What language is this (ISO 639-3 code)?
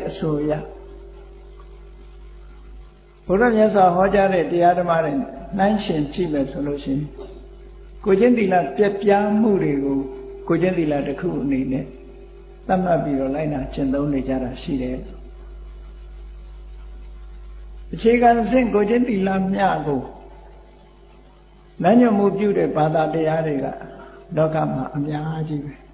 mya